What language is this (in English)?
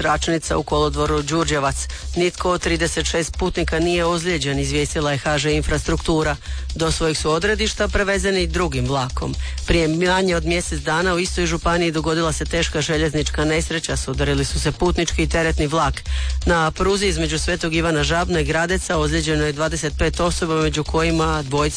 Croatian